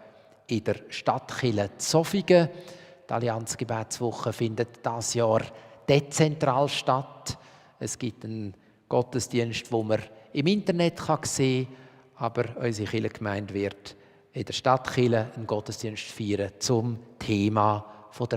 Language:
Swiss German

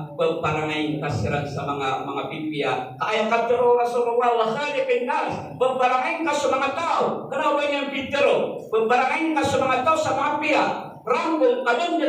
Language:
Maranao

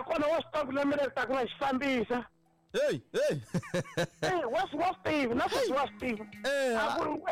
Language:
Tsonga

